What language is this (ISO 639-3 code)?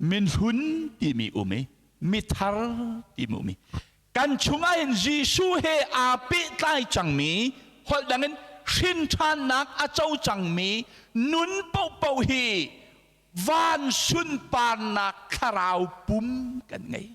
cnh